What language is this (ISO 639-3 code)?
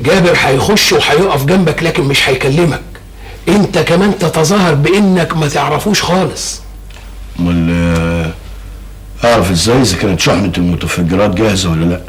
arz